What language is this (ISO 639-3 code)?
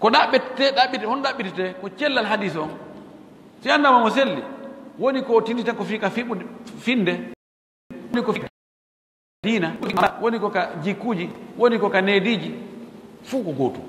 fuf